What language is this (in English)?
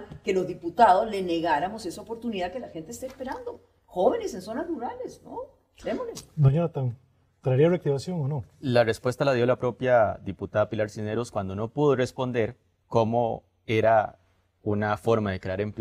Spanish